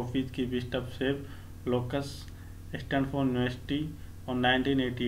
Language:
Hindi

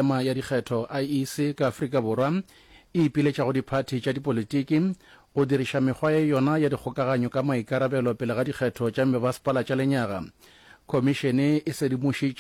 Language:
Northern Sotho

